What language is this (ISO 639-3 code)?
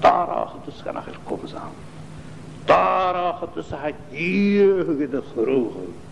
gla